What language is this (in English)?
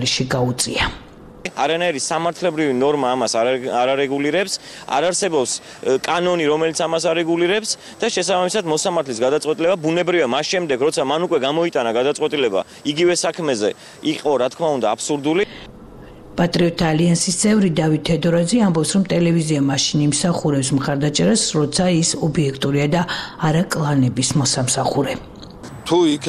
Georgian